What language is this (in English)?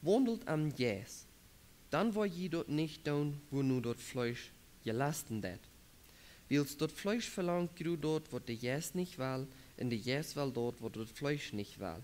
Plautdietsch